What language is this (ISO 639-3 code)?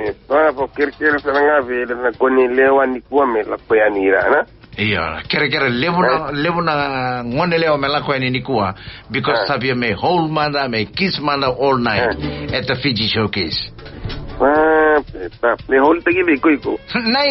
fij